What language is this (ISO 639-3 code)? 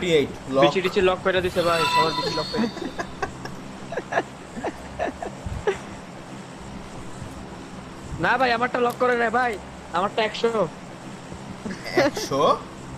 ben